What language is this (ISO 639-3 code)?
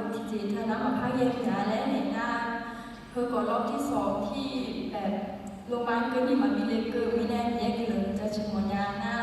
ahk